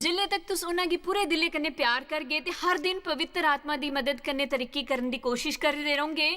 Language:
Dogri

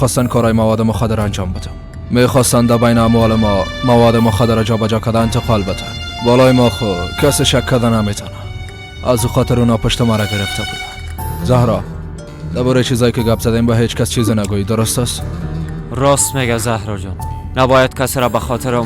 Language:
Persian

